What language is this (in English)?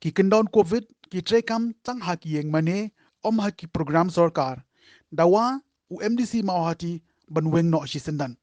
Khasi